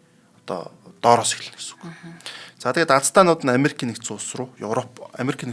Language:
Mongolian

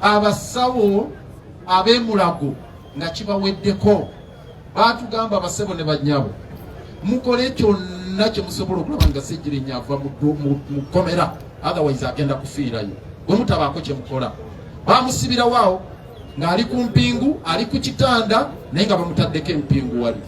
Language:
Ganda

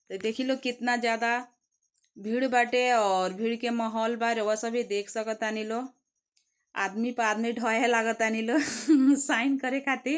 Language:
Bhojpuri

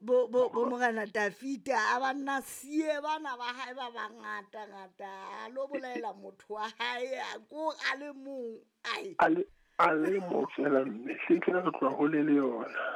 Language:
Southern Sotho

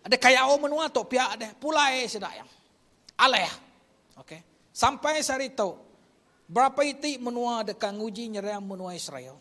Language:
Iban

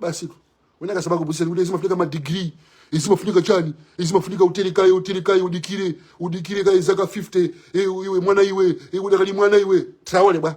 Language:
Nyanja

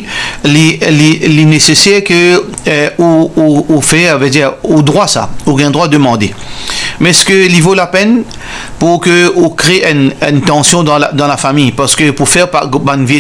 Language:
Morisyen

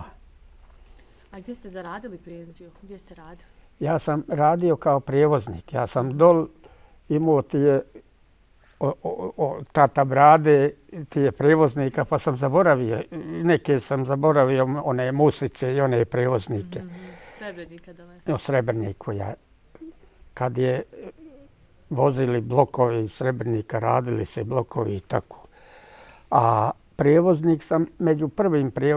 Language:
Bosnian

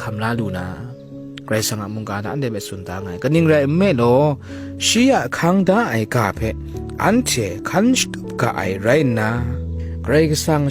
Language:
Kachin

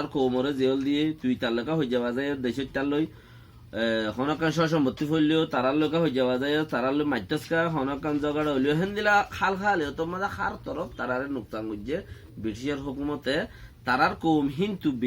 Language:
Rohingya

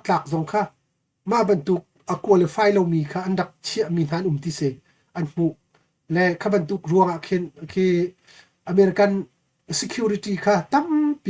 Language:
Hakha Chin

